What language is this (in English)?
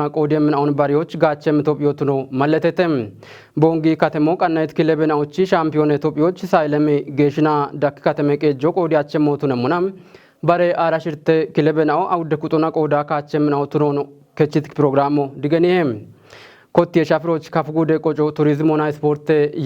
Kafa